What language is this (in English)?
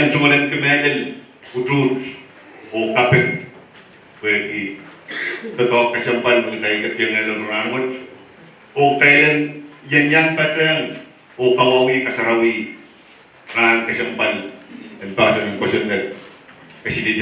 Pohnpeian